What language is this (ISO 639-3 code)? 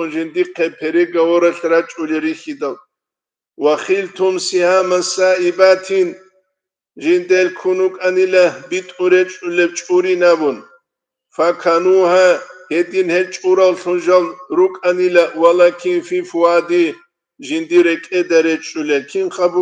ava